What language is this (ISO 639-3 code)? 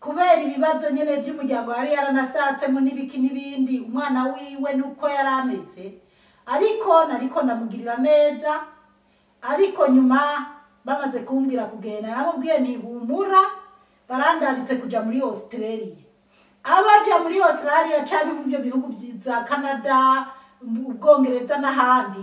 run